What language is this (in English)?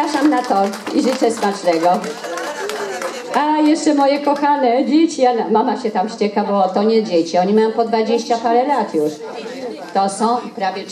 Polish